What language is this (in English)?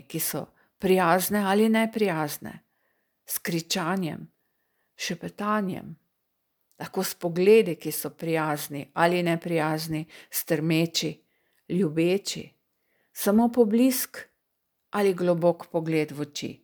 Slovenian